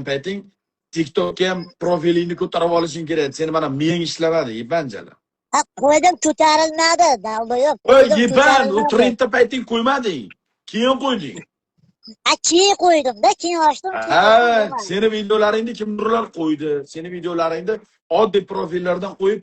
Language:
Uzbek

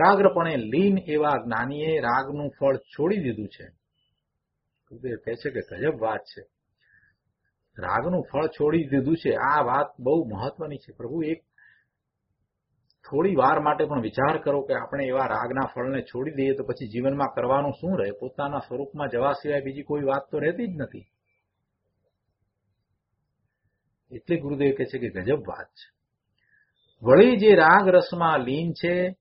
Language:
Gujarati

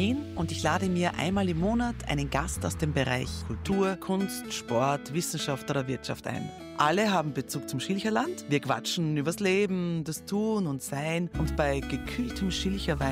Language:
German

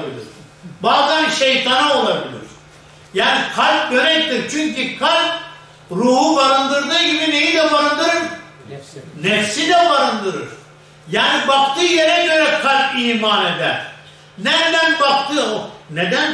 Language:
Turkish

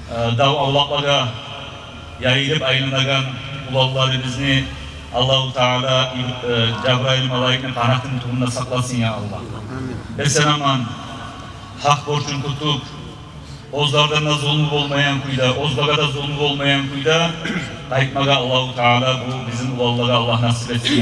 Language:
Kumyk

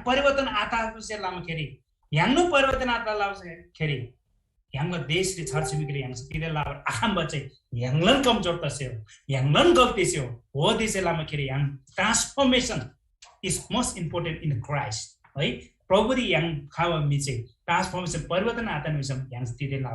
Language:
Eastern Tamang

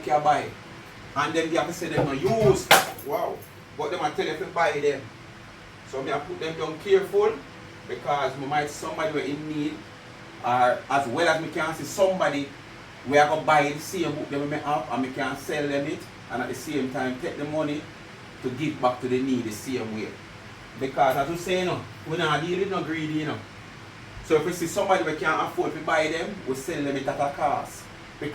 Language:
Jamaican Creole English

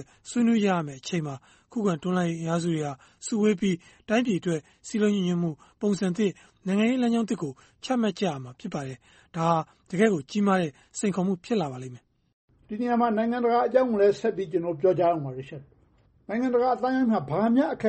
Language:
Burmese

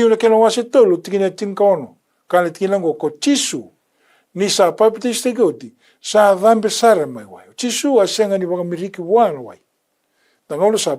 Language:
Fijian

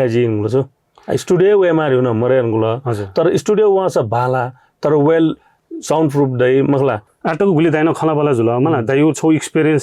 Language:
Newari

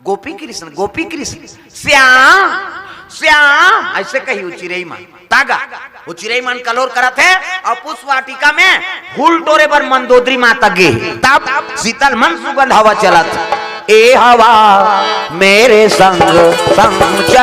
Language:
Chhattisgarhi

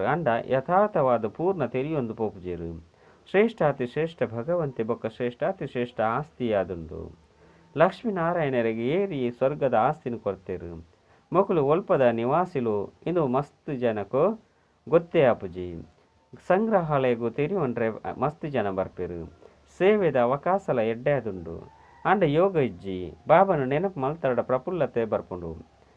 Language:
Tulu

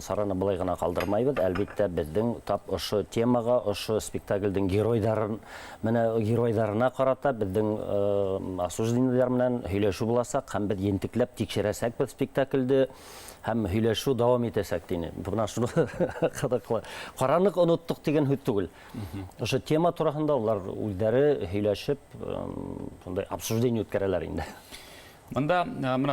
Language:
Bashkir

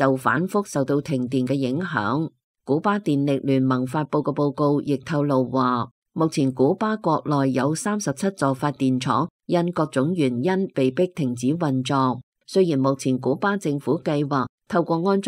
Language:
Cantonese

